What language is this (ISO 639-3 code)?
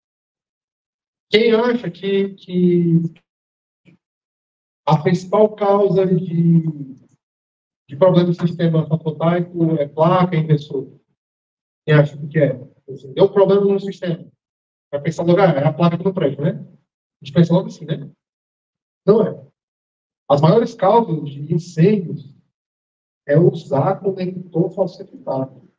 por